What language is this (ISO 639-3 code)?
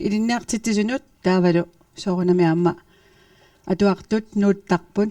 kal